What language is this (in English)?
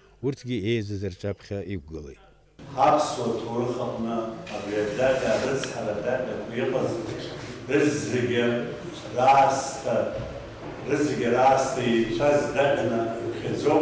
Abkhazian